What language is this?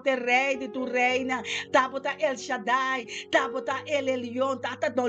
Papiamento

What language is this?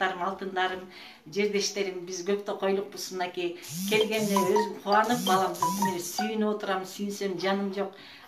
Kyrgyz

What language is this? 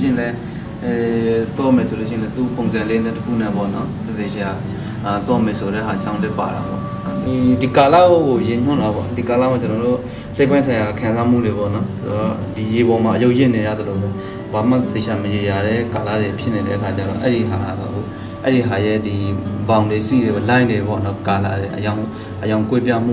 Burmese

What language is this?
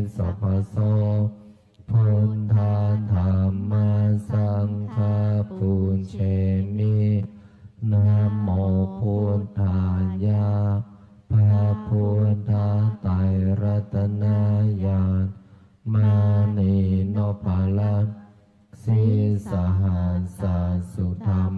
Pali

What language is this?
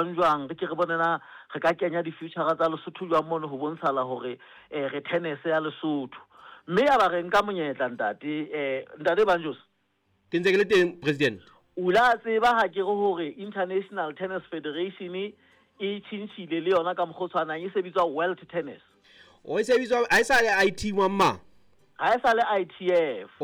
Southern Sotho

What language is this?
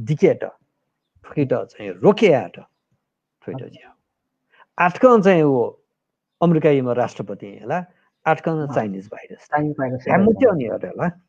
Newari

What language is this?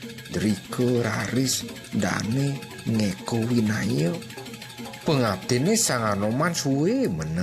Balinese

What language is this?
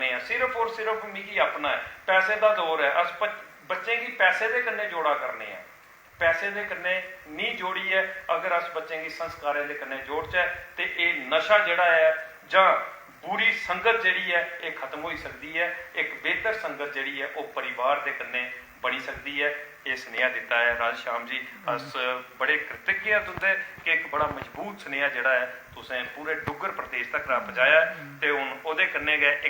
Dogri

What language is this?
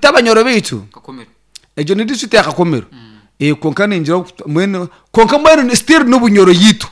Nyankole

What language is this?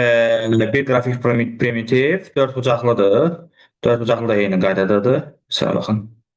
Azerbaijani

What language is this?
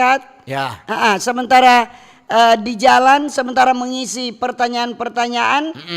Manado Malay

